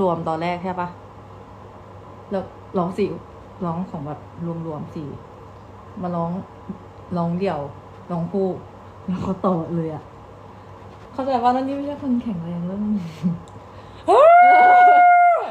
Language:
Thai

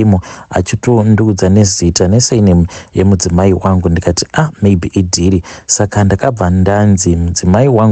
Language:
Shona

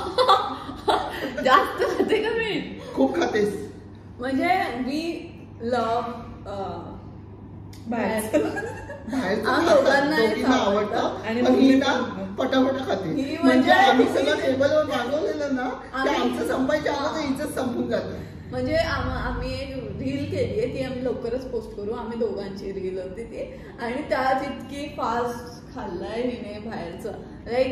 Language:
Marathi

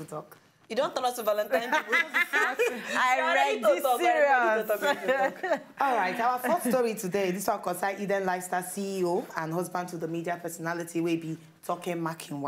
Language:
Nigerian Pidgin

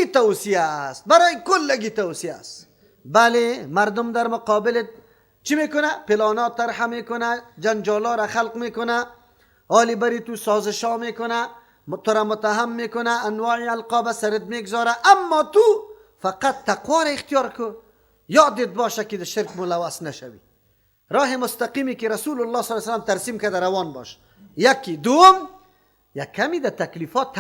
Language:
Persian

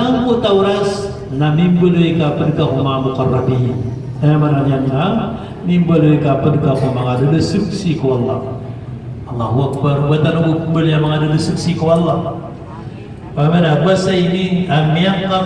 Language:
Maranao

